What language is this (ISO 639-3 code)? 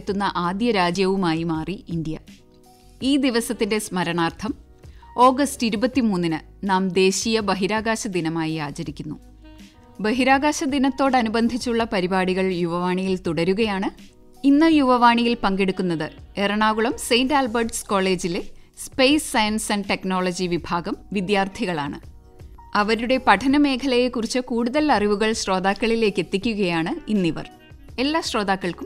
mal